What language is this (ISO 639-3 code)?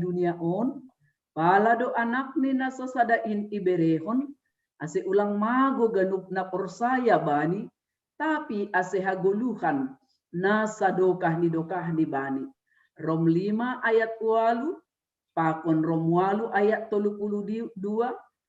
bts